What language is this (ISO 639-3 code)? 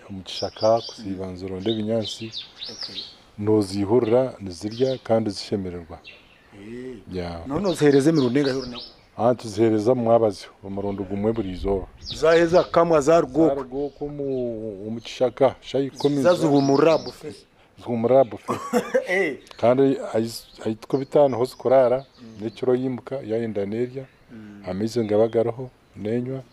nyn